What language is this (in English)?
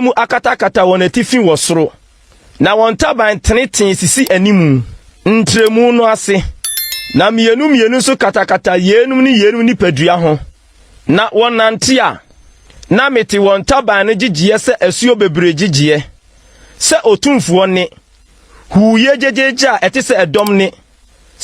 Akan